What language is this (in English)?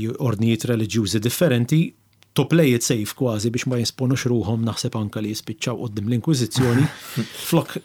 Maltese